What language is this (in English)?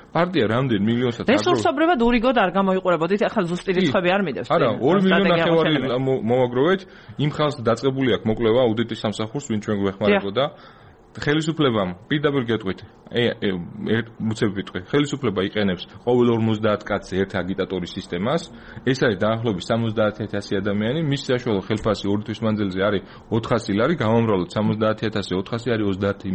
Georgian